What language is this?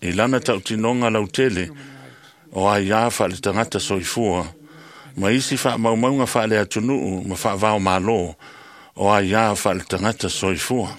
Samoan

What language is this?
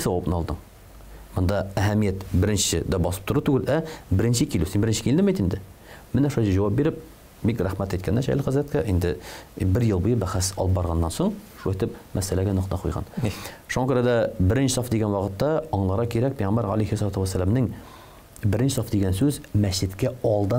Tatar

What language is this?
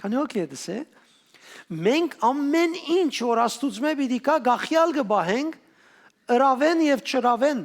Western Armenian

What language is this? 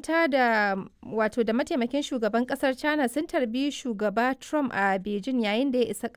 Hausa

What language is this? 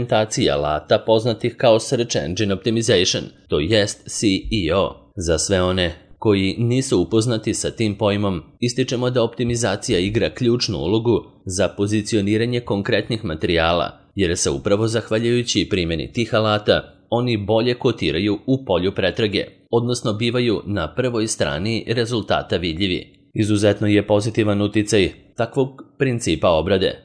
Serbian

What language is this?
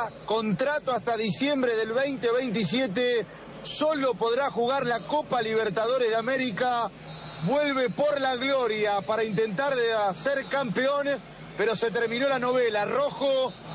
Spanish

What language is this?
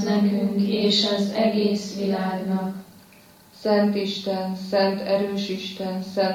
Hungarian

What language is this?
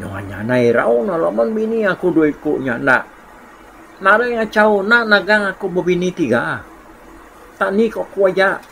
Iban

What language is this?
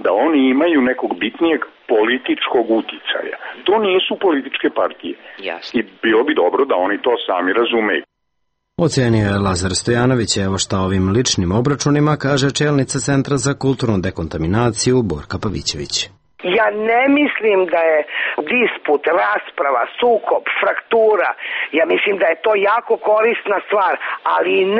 Serbian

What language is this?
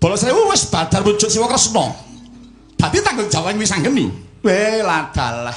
Javanese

